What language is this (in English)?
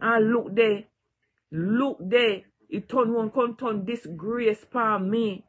Jamaican Creole English